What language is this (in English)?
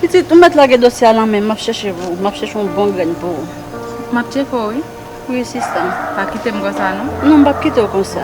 Haitian Creole